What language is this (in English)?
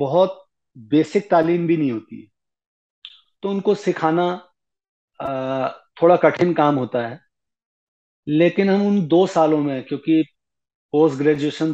Hindi